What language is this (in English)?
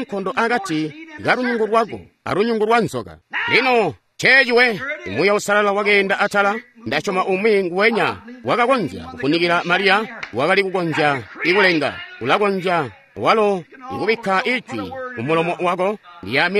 Tonga (Zambia)